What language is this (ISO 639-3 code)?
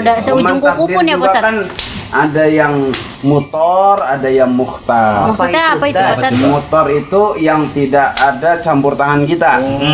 bew